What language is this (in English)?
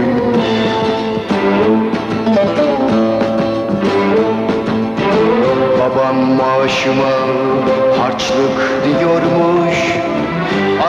Turkish